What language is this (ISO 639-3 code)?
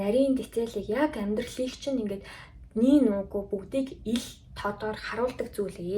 mon